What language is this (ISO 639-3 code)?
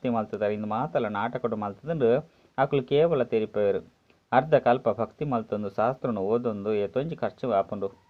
tcy